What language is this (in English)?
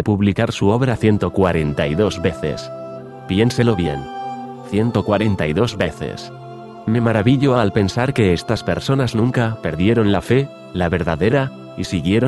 Spanish